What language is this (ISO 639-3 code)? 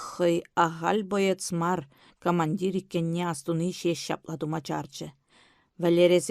chv